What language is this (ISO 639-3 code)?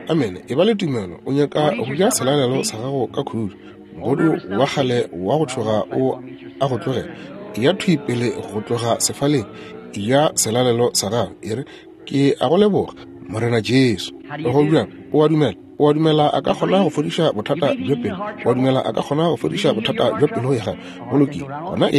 nso